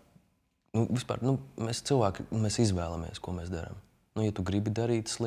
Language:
Latvian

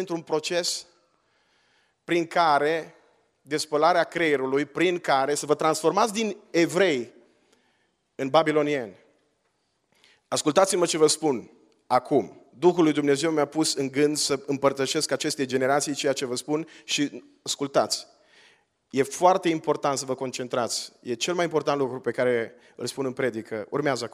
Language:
Romanian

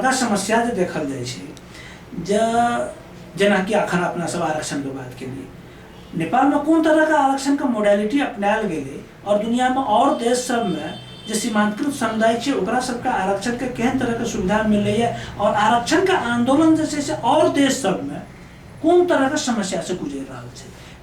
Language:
Maithili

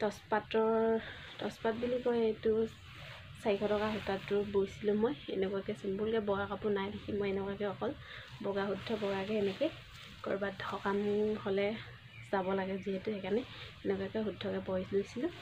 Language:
Assamese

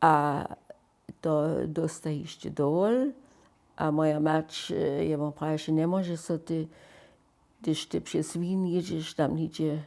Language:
Upper Sorbian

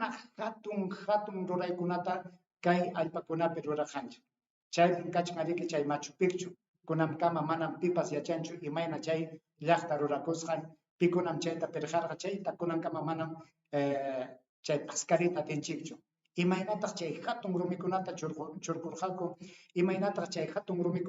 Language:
Ayacucho Quechua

